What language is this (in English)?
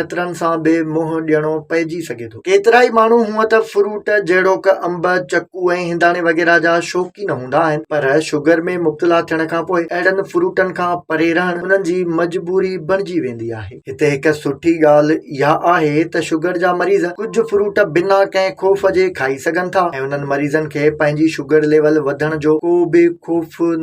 Sindhi